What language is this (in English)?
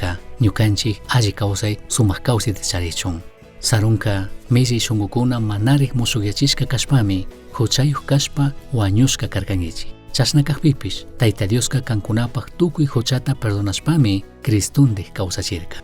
Chimborazo Highland Quichua